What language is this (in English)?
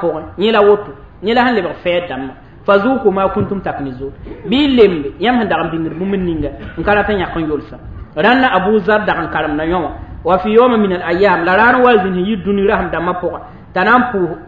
Mossi